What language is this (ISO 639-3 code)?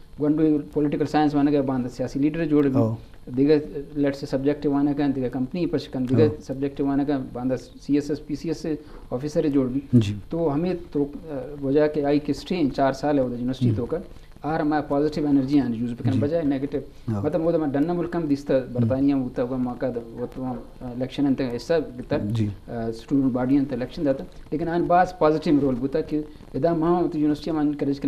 bgp